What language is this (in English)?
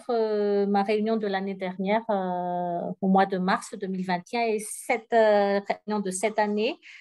French